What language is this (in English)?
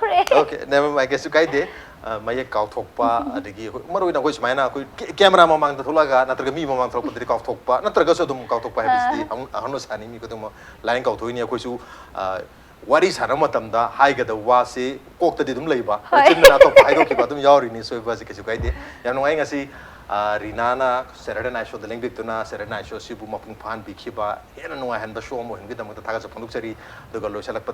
Manipuri